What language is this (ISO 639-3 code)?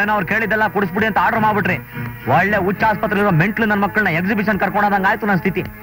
kan